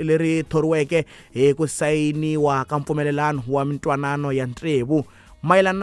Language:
Tsonga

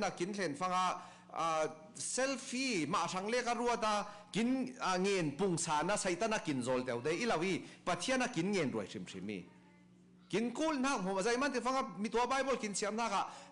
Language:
Falam Chin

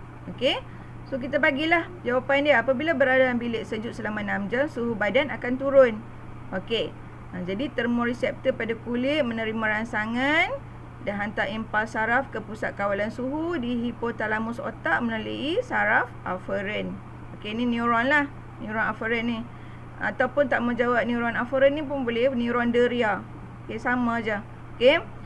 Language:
Malay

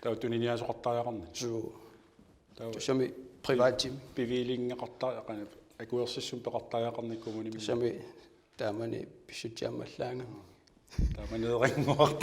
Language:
Kalaallisut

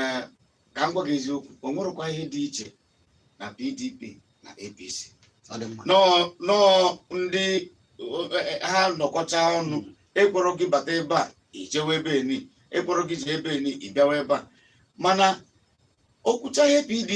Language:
Igbo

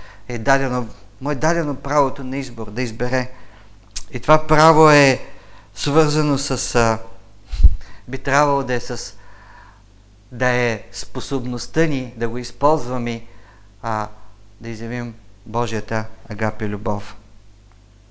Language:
Bulgarian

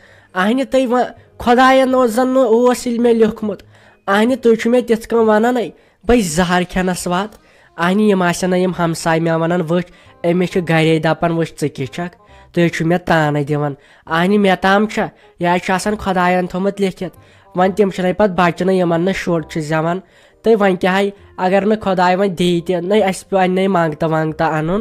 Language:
Kashmiri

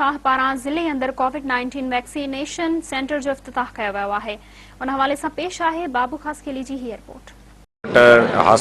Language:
Sindhi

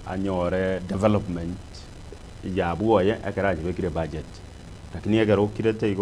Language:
Gusii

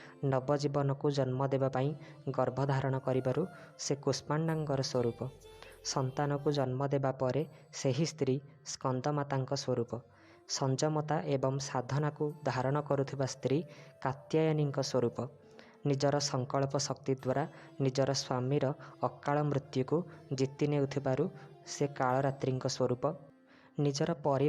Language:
Odia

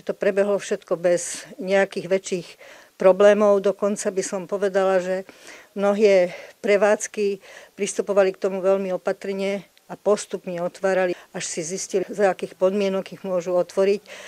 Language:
Slovak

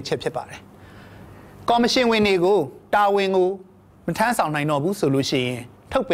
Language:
Burmese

